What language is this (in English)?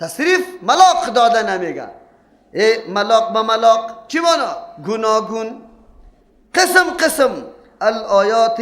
Persian